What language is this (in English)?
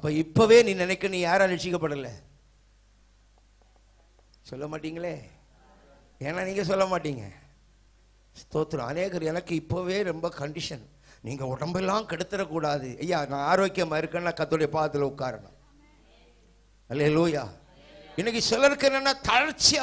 Tamil